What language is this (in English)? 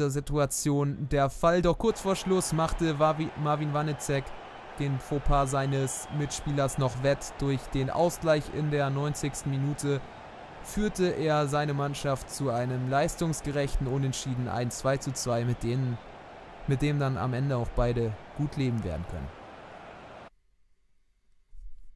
German